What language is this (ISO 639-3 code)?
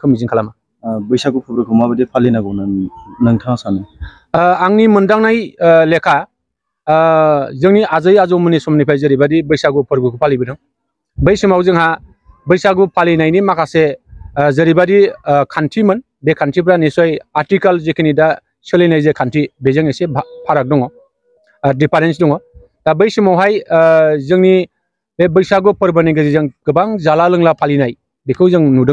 brx